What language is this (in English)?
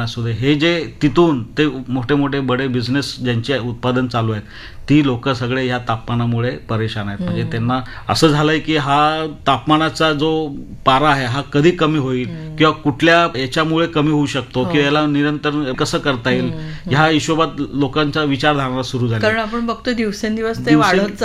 Marathi